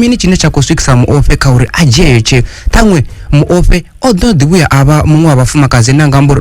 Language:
Venda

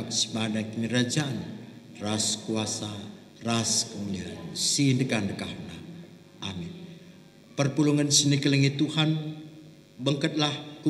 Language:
Batak Karo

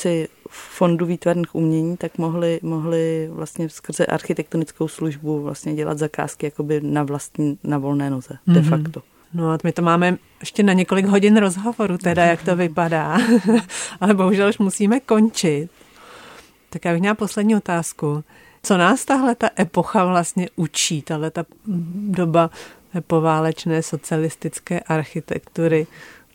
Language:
Czech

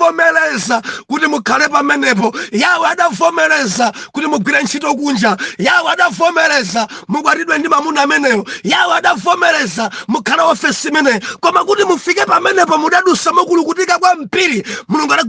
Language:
Nyanja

